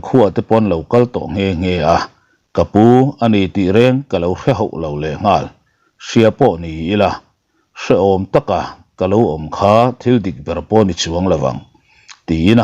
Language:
Mizo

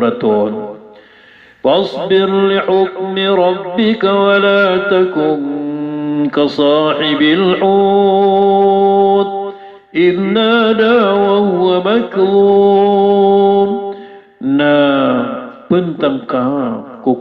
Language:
Maranao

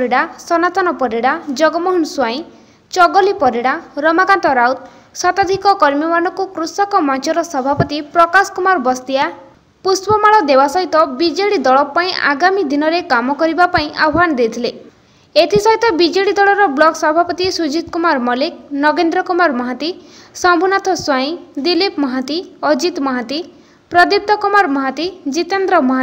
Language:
Odia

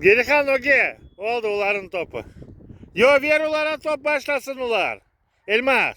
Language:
Crimean Tatar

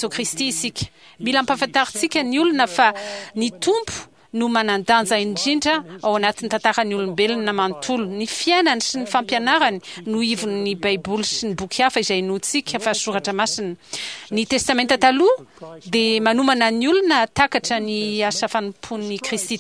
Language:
Malagasy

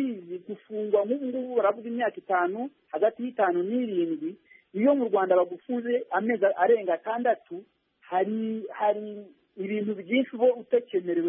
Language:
Kinyarwanda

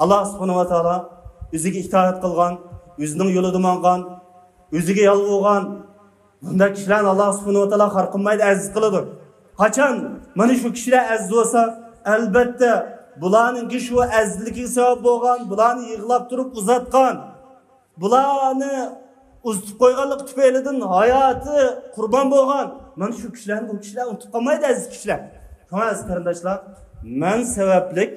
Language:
Uyghur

